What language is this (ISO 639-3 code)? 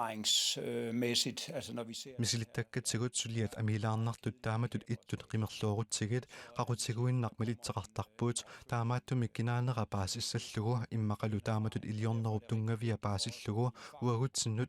kal